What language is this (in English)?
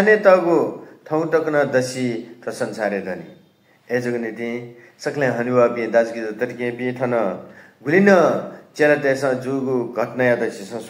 Newari